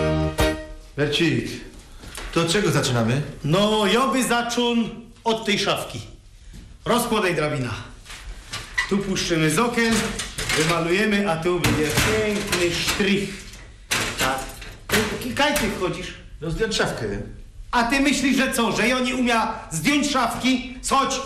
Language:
Polish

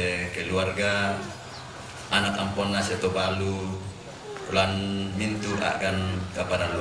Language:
Toraja-Sa'dan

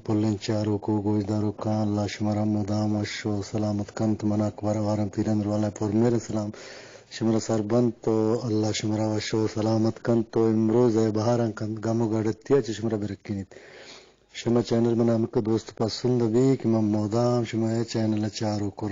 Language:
Eastern Balochi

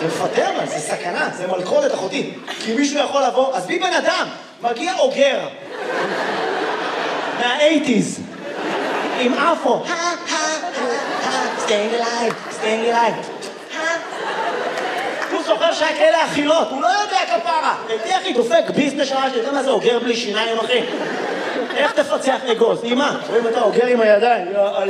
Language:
Hebrew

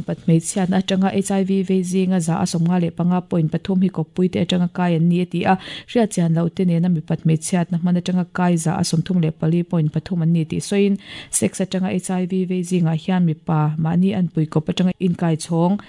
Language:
Mizo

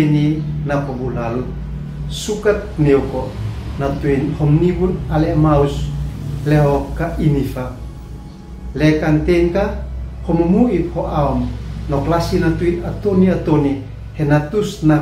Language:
Uab Meto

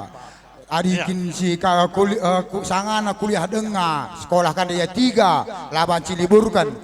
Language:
Batak Karo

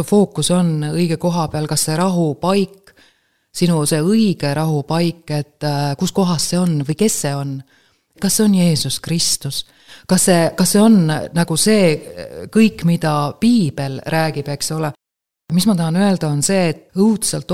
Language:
Estonian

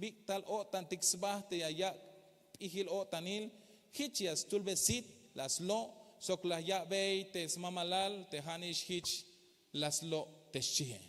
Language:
Tzeltal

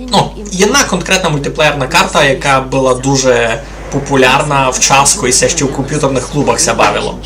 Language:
Rusyn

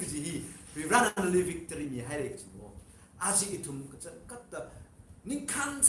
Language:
Tangkhul Naga (India)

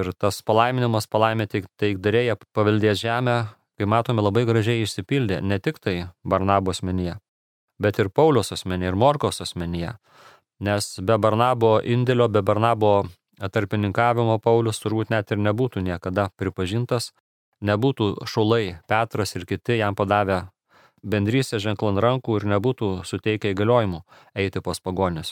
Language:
Lithuanian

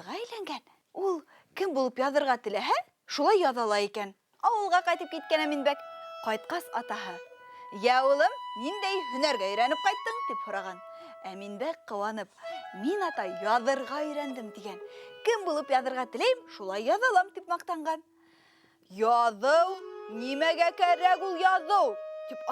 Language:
Bashkir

